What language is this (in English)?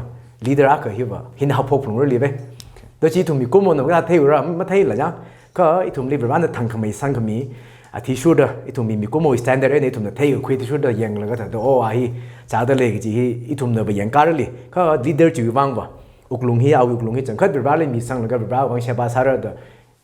Tangkhul Naga (India)